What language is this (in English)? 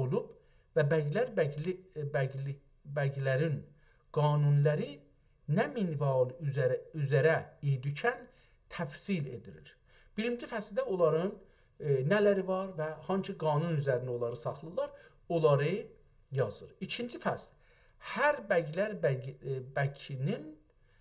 South Azerbaijani